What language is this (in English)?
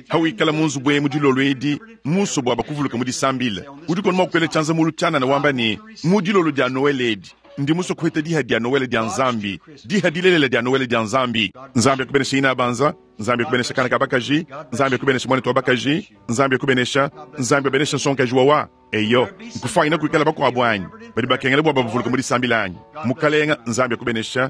Luba-Lulua